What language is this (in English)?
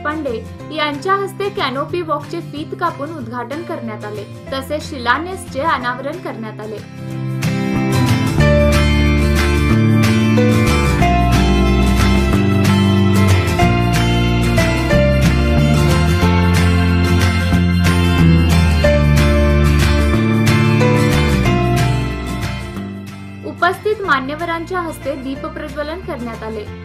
Marathi